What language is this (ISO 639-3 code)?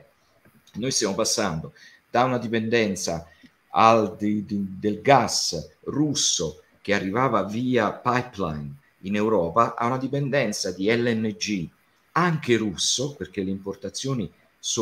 ita